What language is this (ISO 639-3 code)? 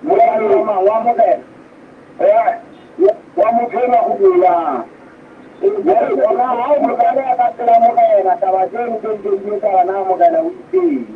sot